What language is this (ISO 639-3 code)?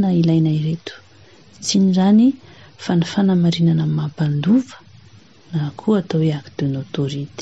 mlg